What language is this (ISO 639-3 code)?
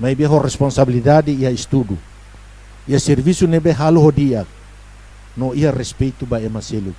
tet